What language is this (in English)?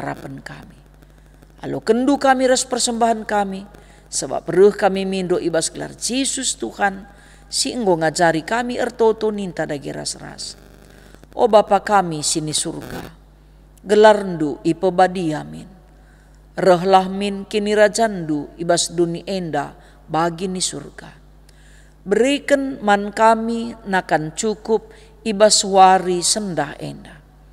Batak Karo